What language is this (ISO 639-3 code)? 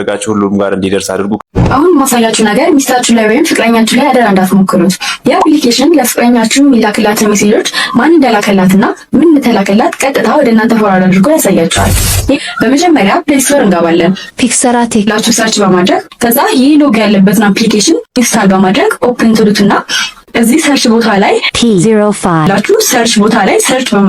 amh